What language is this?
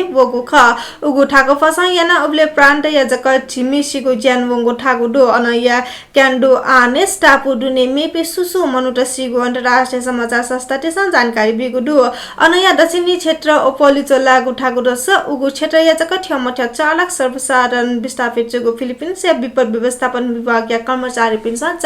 Newari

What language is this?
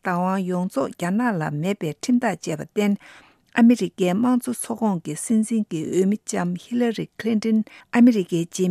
Tibetan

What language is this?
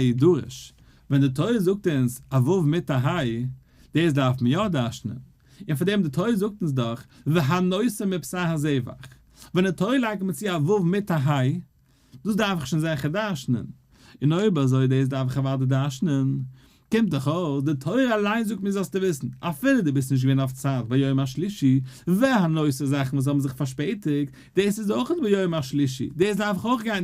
Yiddish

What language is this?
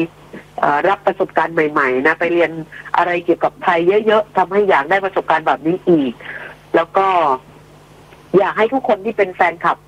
Thai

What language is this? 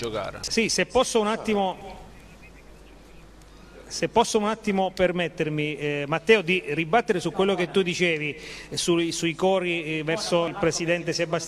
Italian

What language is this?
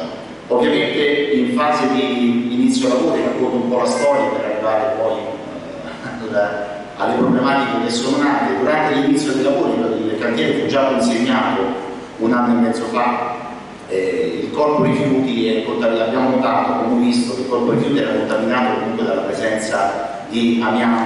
Italian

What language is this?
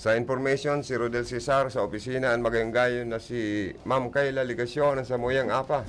Bikol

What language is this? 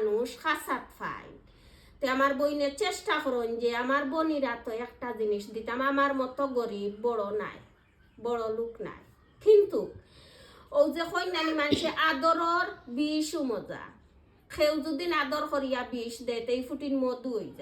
Sylheti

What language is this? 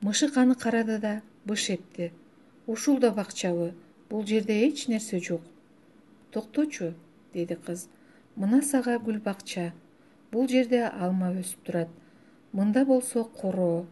Kyrgyz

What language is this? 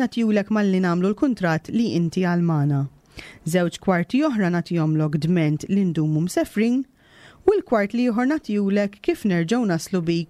Maltese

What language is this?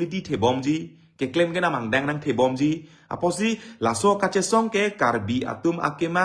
Karbi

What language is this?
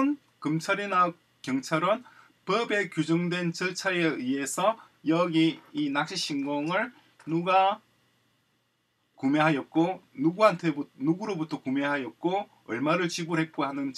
Korean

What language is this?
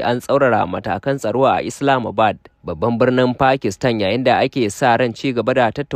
Hausa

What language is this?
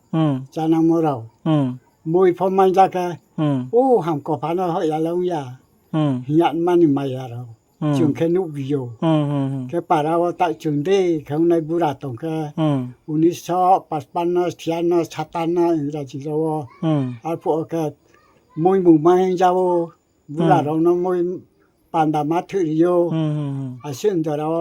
Riang (India)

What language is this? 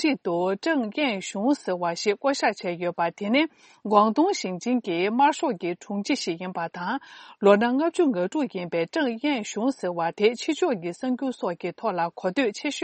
Tibetan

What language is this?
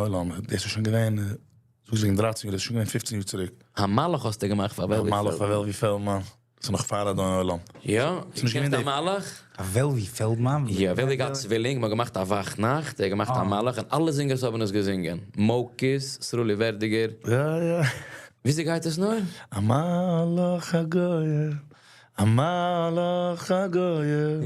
Yiddish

